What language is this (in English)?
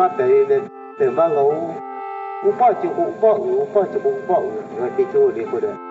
Lahu